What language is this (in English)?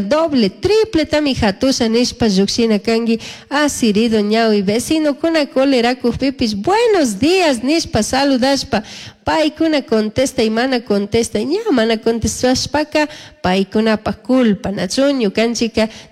Chimborazo Highland Quichua